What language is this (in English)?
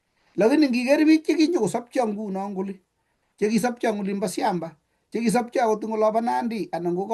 Kalenjin